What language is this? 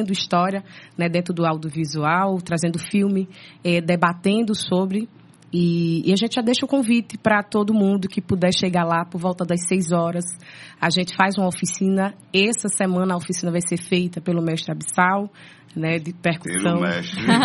Portuguese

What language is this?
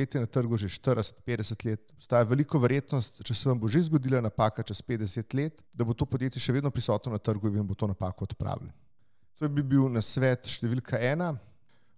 Slovenian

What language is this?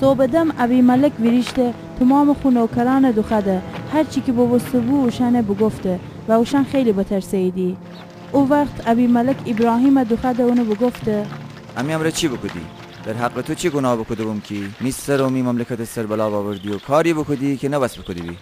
Gilaki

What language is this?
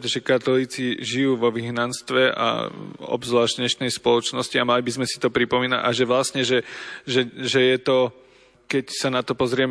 Slovak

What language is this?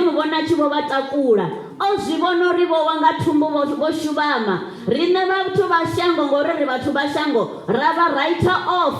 Venda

